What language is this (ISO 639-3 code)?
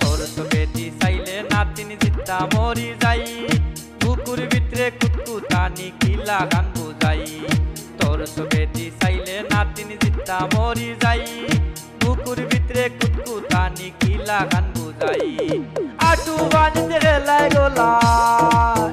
syl